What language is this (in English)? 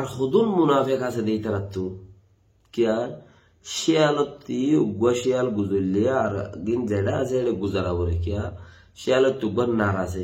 Rohingya